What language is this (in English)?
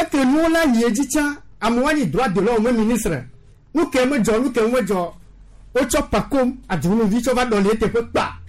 Gen